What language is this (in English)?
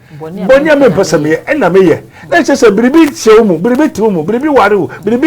Akan